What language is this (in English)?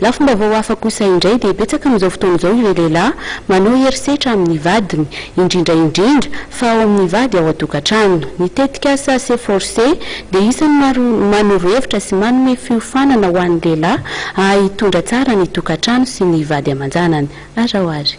Malagasy